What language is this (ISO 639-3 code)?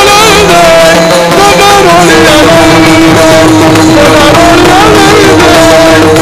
mar